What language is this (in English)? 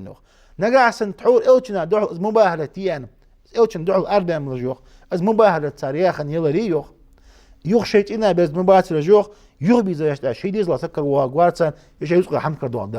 Ingush